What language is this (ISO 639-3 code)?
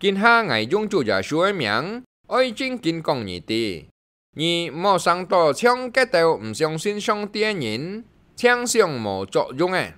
hak